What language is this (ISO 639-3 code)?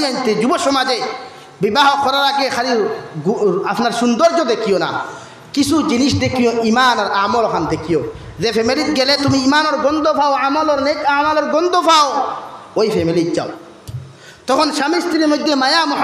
syl